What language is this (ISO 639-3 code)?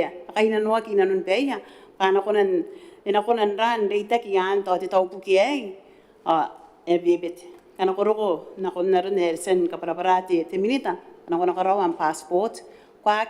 gil